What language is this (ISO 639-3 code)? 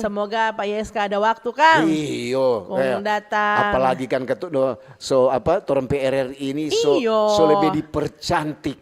xmm